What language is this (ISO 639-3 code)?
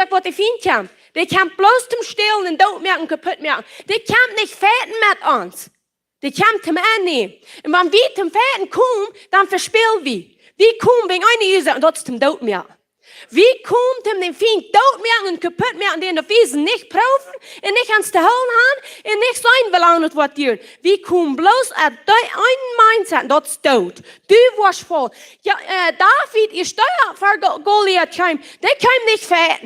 pdt